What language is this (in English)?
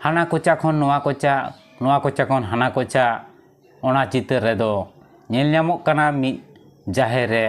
Santali